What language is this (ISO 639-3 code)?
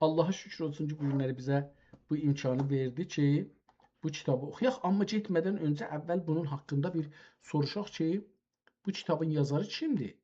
azb